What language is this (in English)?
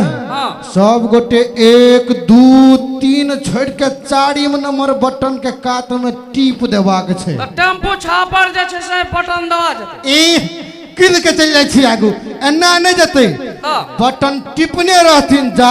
Maithili